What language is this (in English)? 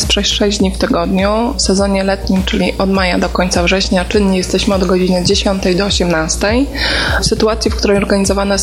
Polish